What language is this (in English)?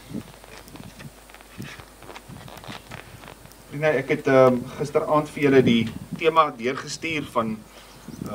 Afrikaans